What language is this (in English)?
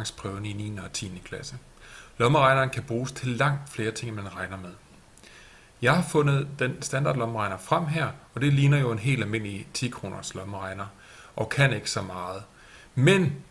Danish